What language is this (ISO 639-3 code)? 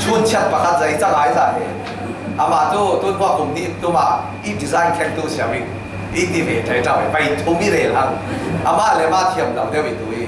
cfm